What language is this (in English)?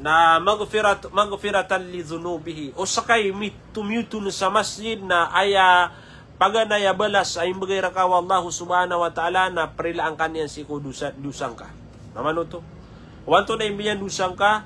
Maranao